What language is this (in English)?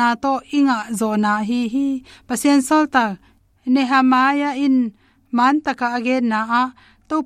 Tedim Chin